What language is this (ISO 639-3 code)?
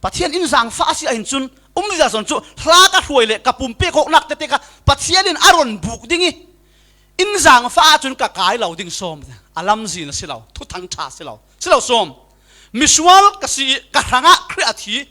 cfm